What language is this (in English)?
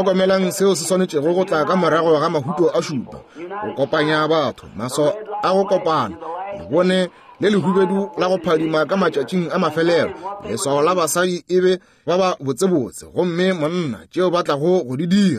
Northern Sotho